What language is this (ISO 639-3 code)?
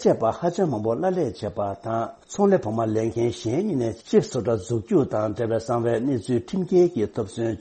bod